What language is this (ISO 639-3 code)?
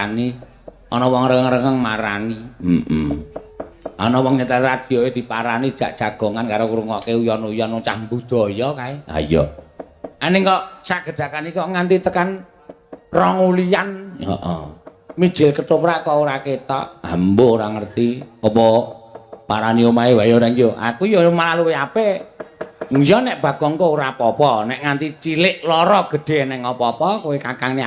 jav